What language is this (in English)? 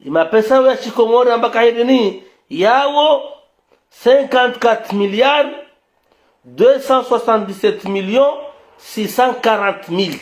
Ngazidja Comorian